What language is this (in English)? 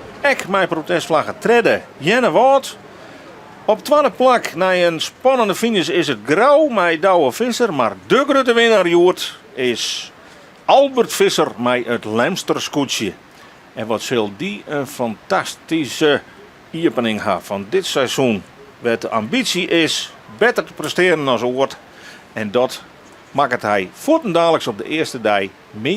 Western Frisian